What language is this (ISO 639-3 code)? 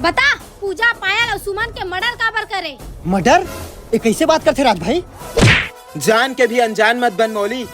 hne